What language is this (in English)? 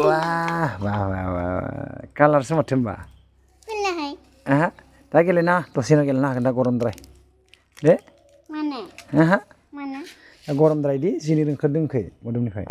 Bodo